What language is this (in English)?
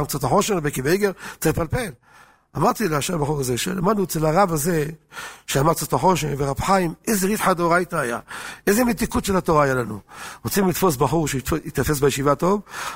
Hebrew